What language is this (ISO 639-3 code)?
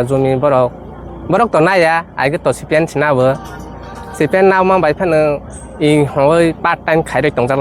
trp